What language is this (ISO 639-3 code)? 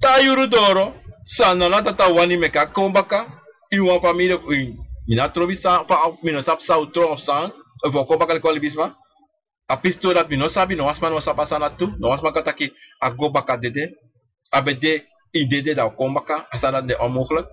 srn